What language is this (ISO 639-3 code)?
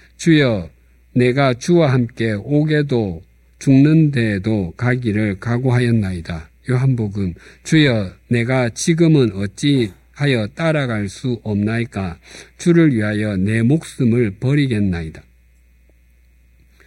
kor